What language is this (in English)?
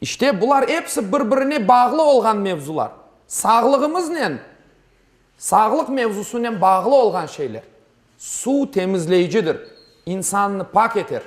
Crimean Tatar